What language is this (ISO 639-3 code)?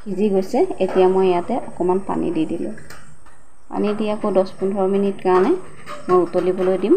asm